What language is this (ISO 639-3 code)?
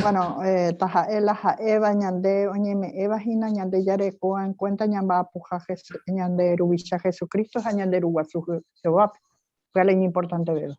grn